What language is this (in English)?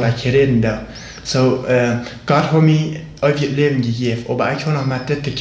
Plautdietsch